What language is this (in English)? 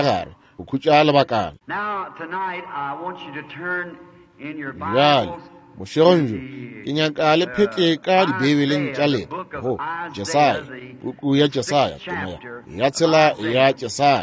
Northern Sotho